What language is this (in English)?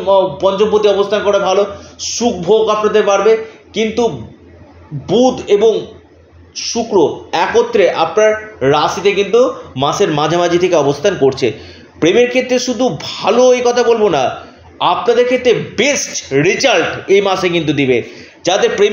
Bangla